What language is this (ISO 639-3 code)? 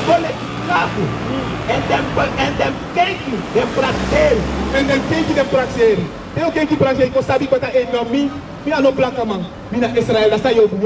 srn